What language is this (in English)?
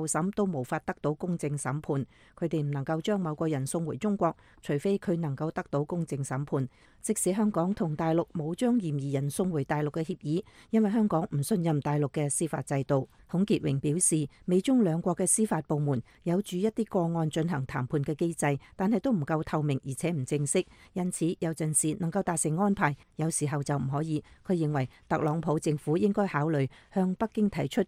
Cantonese